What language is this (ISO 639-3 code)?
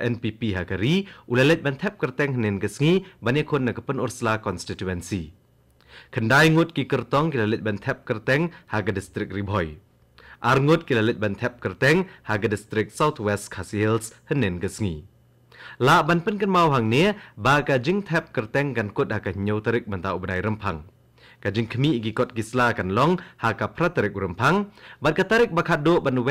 kha